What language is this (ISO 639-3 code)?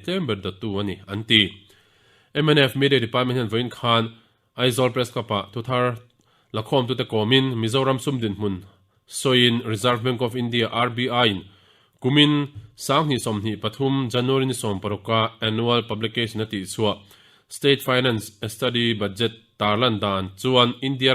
lus